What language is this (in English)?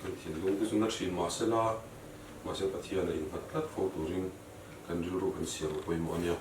Mizo